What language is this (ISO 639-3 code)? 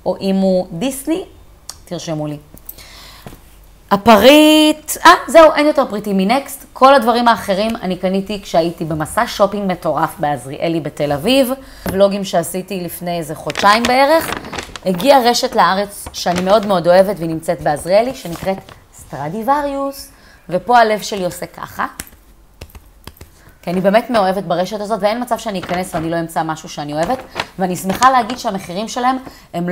heb